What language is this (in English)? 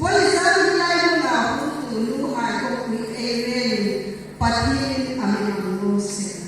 Hmar